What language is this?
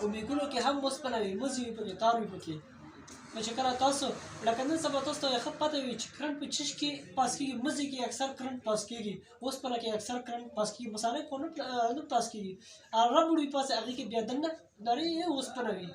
Pashto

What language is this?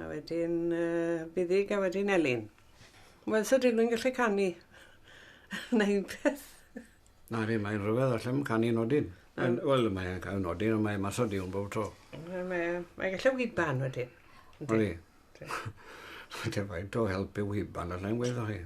Welsh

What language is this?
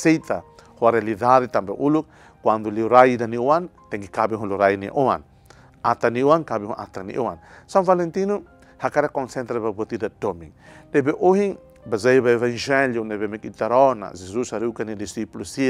Tetum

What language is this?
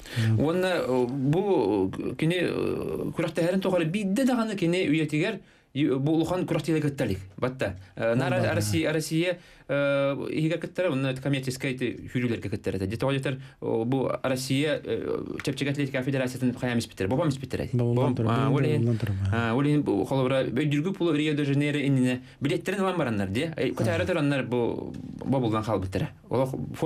Yakut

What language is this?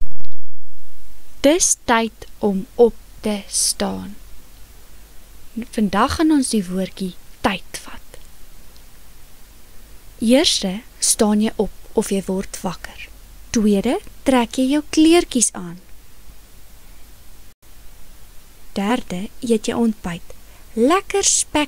Afrikaans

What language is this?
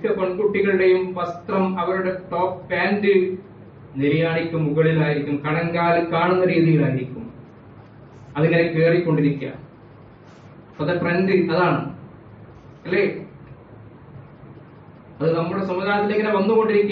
Malayalam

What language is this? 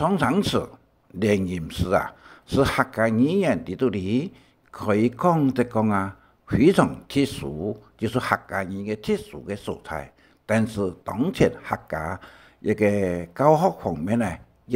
Hakka Chinese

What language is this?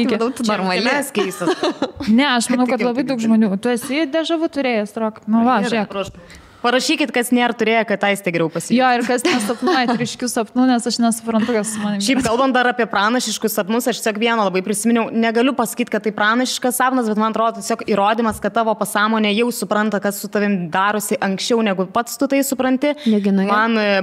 Lithuanian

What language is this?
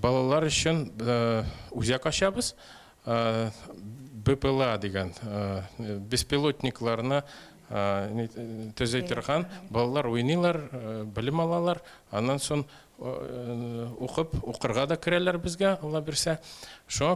Tatar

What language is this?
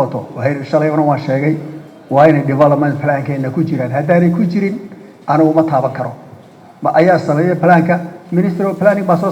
Somali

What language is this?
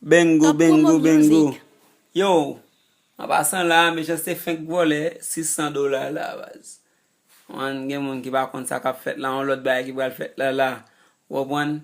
Haitian Creole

